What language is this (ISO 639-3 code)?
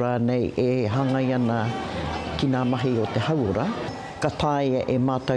mri